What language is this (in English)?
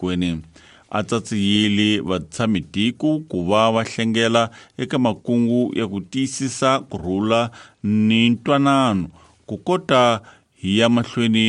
Tsonga